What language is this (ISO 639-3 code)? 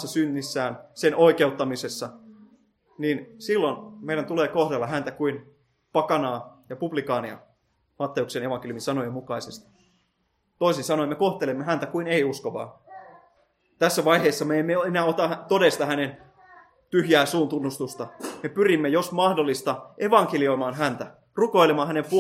fin